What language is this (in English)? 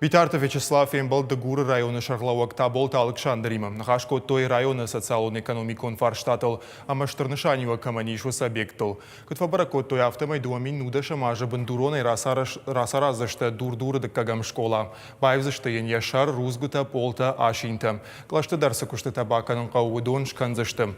Ossetic